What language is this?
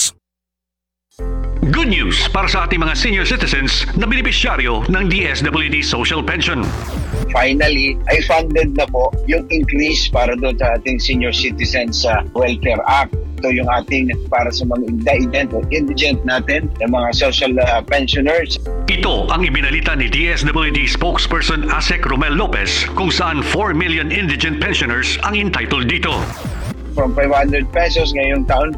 Filipino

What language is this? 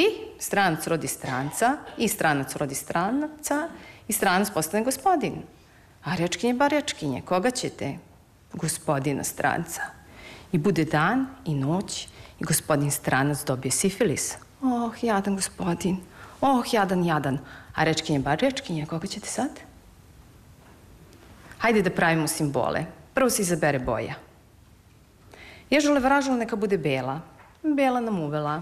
Serbian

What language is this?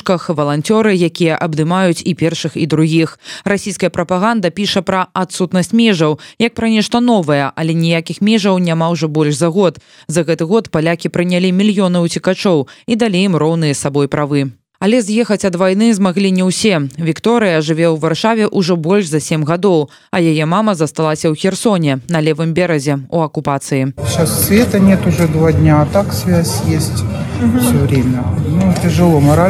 Belarusian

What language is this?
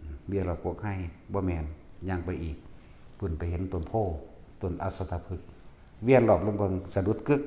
Northeastern Thai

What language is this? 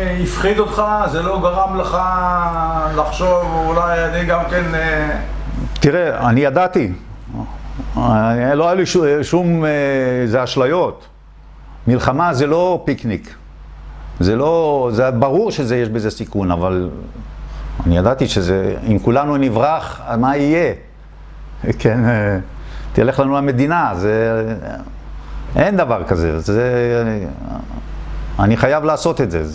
Hebrew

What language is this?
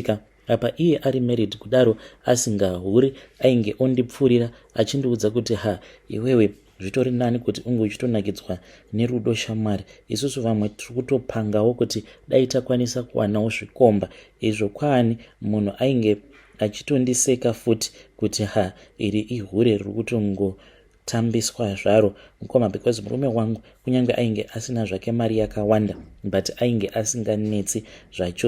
Shona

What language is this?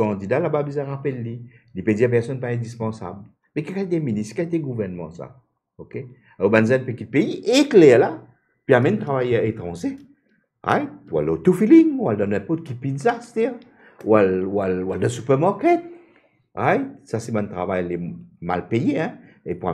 Morisyen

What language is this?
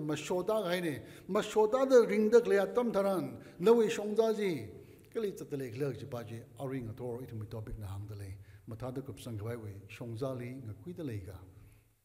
Tangkhul Naga (India)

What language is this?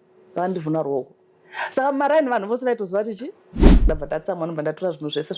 Shona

